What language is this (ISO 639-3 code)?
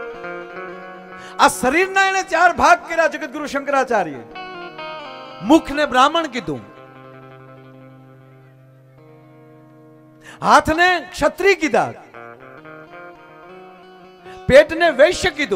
guj